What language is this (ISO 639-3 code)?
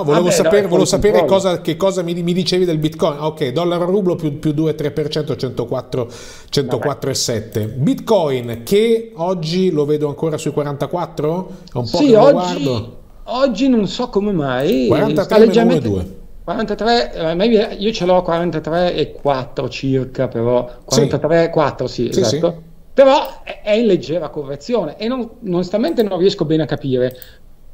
ita